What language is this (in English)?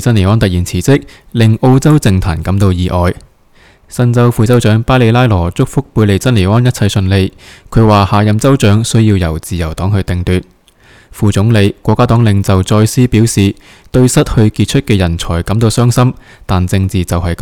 Cantonese